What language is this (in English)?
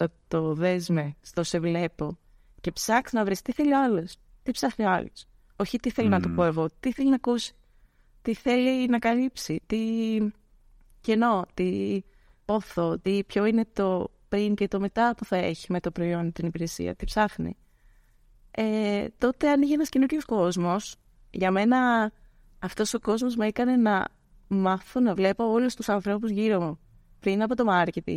Greek